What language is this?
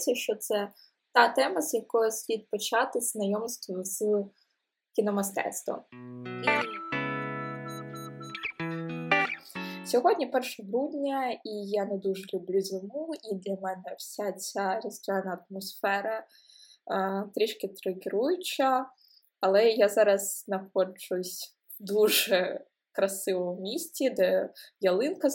Ukrainian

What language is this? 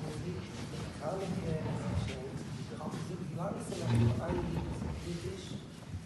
Yiddish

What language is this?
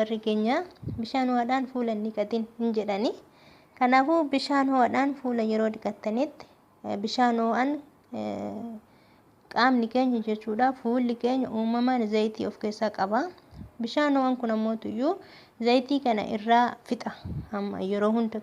Oromo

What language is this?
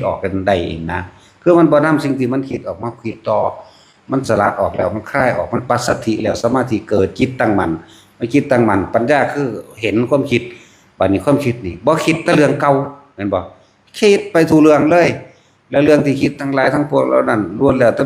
Northeastern Thai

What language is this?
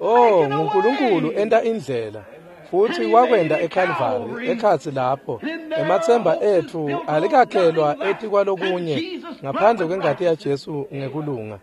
Swati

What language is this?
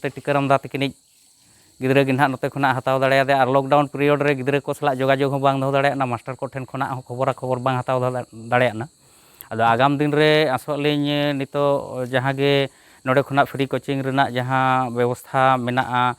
Santali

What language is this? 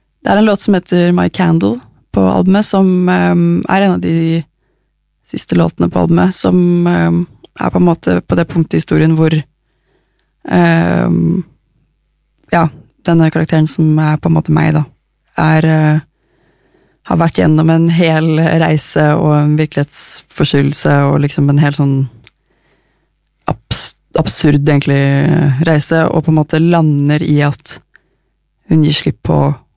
Norwegian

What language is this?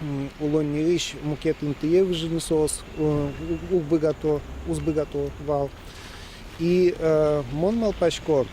Udmurt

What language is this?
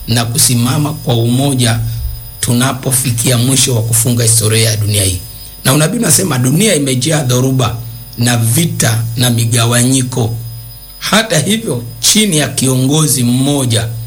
Swahili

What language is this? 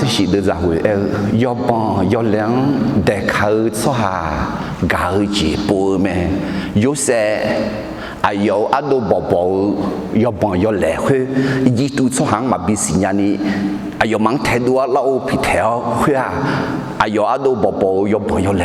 Akha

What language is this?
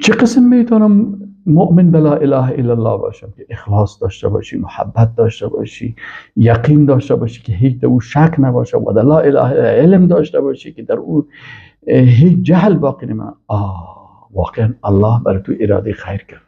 Persian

